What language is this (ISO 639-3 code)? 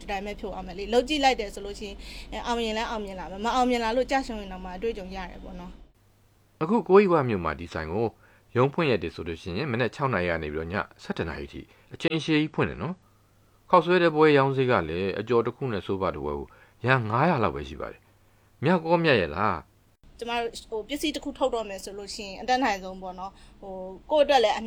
mya